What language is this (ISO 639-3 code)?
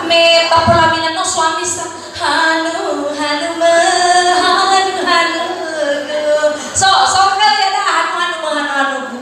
nia